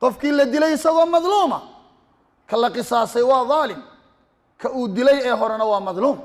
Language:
Somali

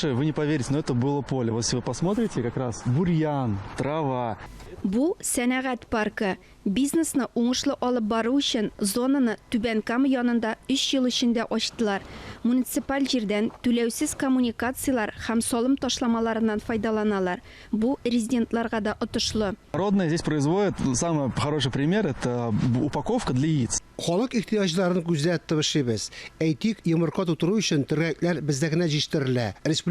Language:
Tatar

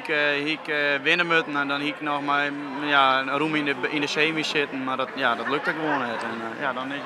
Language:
Western Frisian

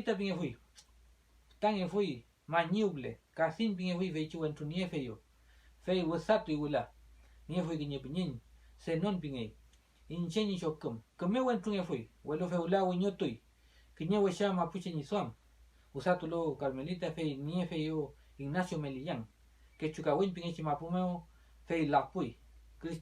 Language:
Mapuche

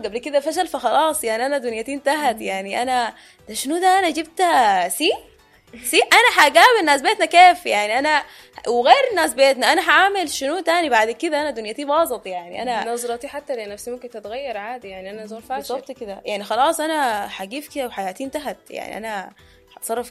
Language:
Sudanese Arabic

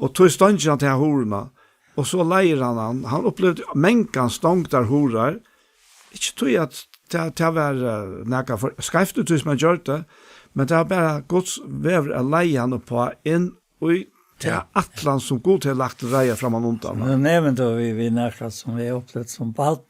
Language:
Faroese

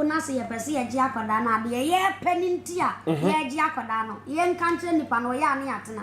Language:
Akan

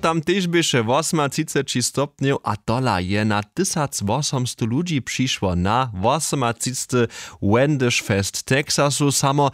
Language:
Upper Sorbian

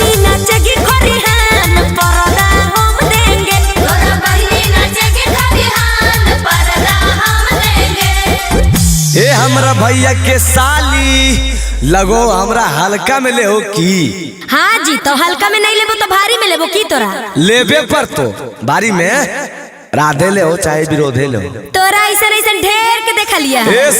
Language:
Magahi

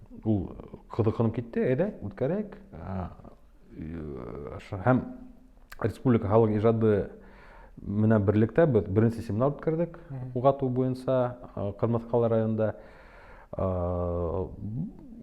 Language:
Bashkir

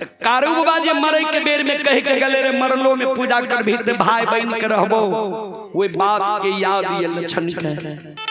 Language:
Maithili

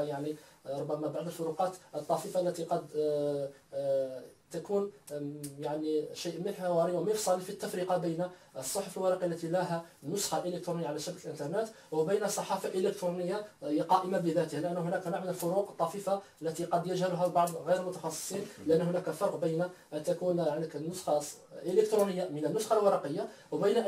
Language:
Arabic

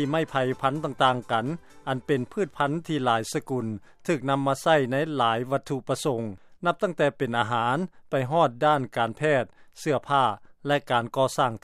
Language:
Lao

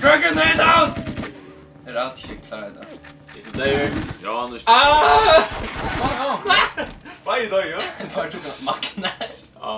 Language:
Faroese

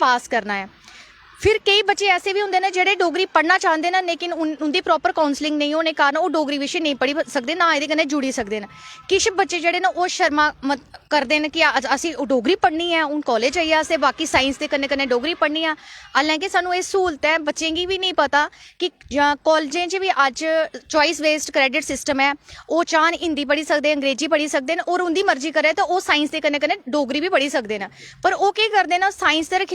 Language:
Dogri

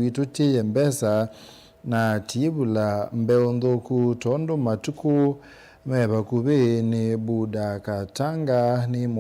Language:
Kamba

